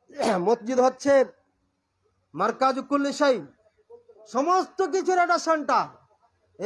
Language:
Bangla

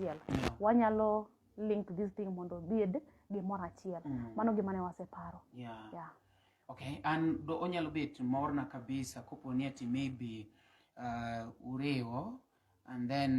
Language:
Luo (Kenya and Tanzania)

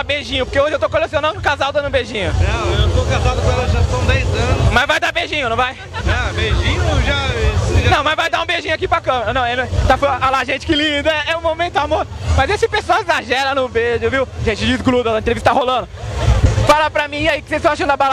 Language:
Portuguese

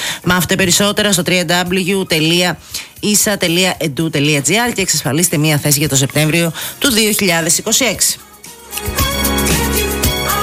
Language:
Greek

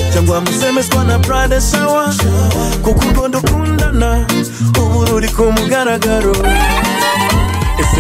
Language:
Kinyarwanda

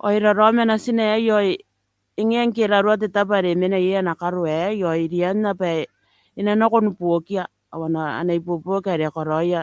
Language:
Gilbertese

